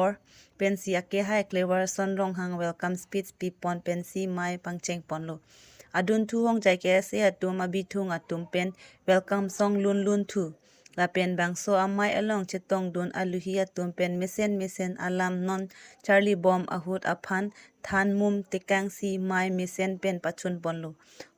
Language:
Karbi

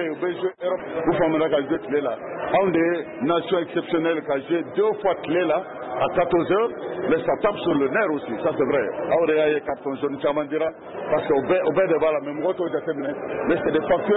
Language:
Bambara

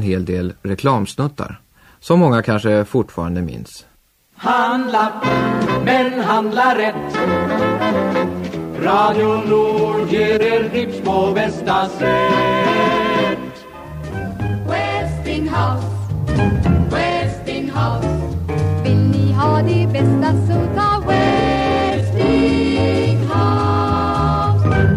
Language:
Swedish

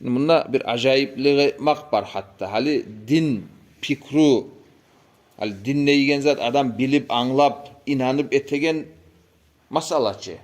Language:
Kumyk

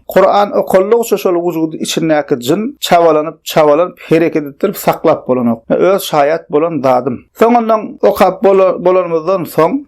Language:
Turkmen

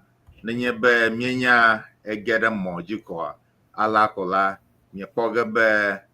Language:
Ewe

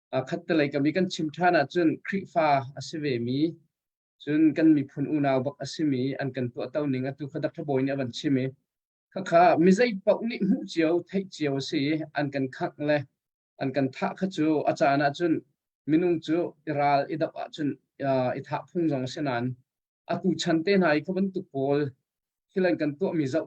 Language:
Hakha Chin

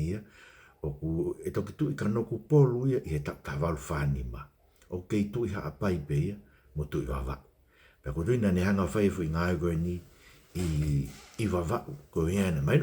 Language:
Tongan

